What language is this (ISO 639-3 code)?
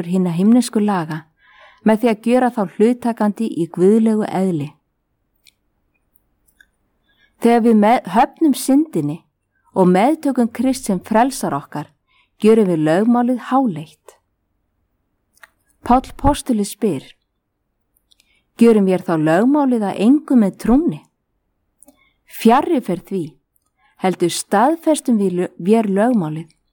isl